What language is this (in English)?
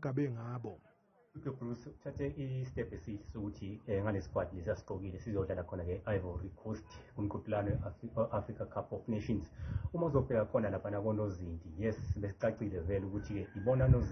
Zulu